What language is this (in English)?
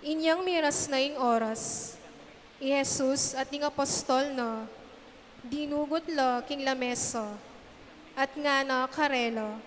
Pampanga